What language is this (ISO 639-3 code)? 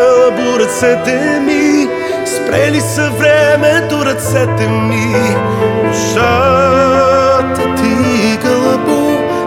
bul